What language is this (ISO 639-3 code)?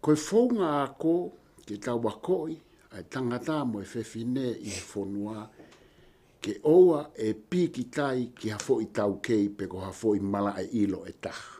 ton